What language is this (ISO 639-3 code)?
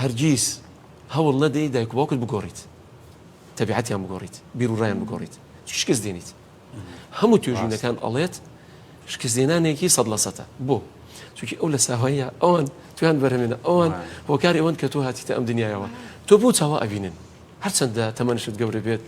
ckb